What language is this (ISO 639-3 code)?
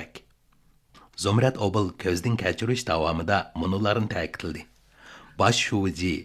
uig